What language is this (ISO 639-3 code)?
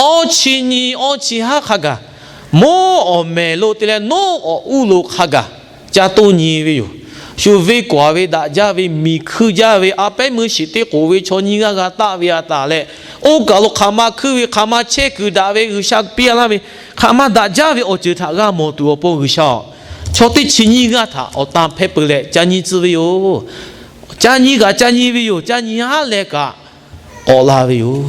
lhu